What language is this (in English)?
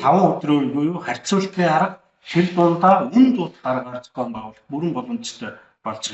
Mongolian